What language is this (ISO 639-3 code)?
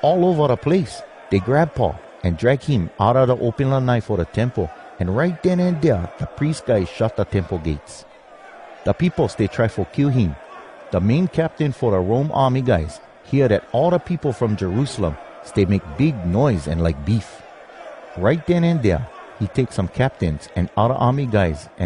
hwc